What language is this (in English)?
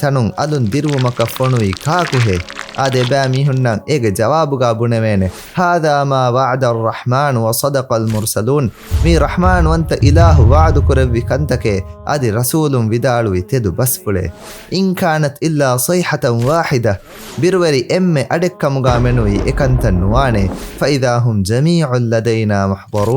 Divehi